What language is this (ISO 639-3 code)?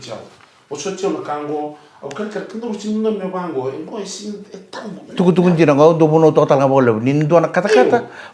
fij